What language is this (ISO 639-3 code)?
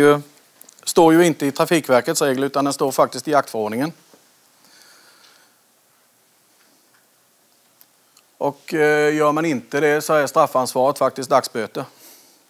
swe